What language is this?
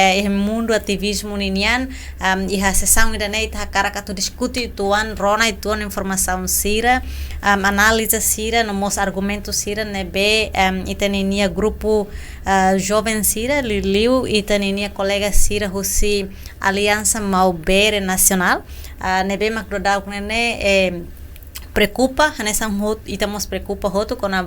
Tetum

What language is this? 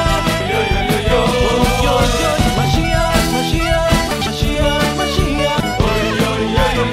Hebrew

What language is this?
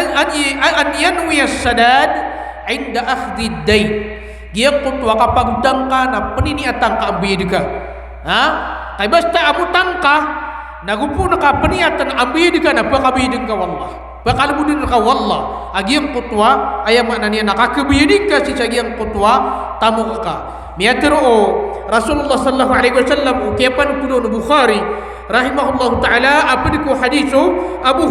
Maranao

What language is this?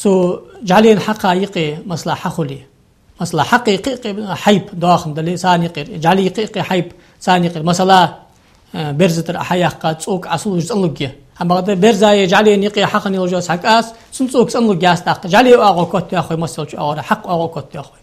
Ingush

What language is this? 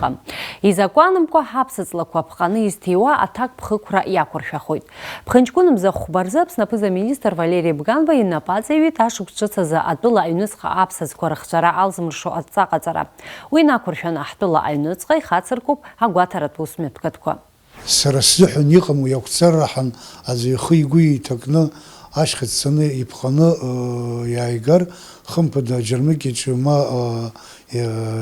Abkhazian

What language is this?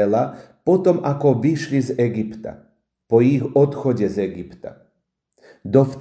Slovak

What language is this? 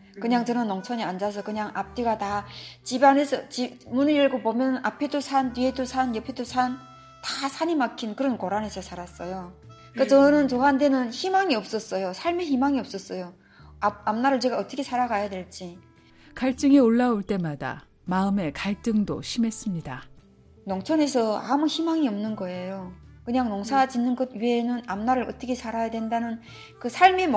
Korean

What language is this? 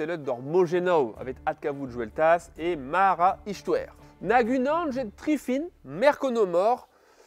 Breton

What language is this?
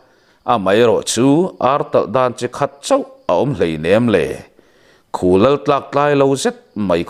Mizo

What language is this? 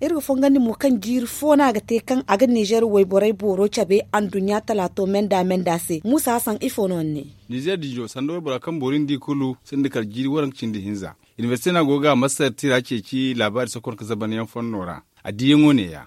Zarma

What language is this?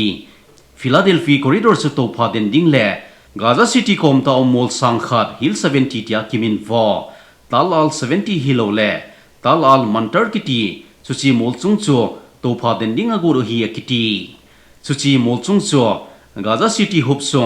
Thado Chin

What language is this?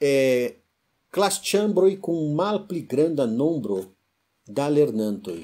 Esperanto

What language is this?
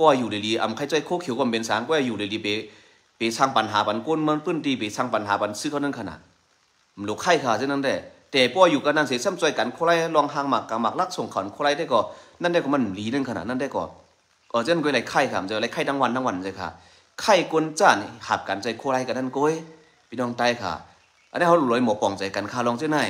Shan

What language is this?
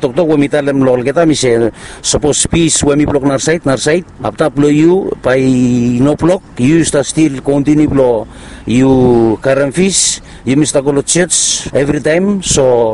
Bislama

